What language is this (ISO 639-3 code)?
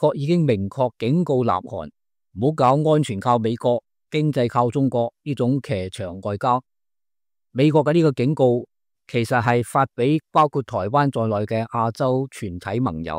yue